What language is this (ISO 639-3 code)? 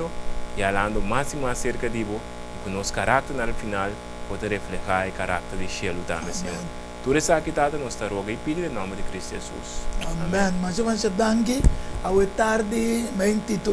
pap